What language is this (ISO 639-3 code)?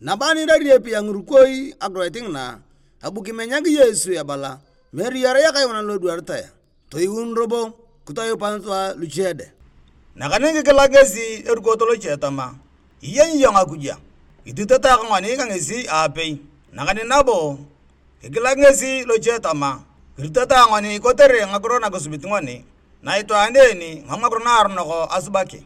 tuv